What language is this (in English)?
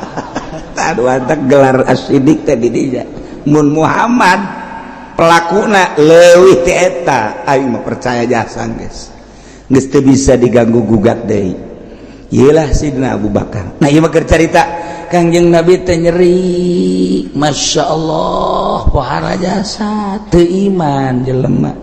Sundanese